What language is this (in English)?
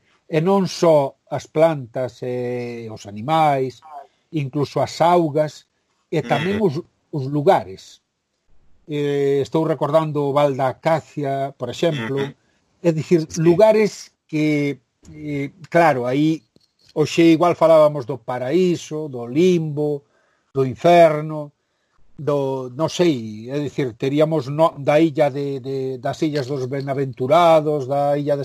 Galician